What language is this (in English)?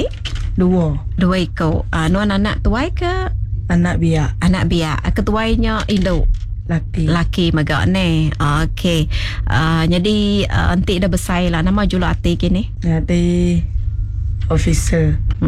Iban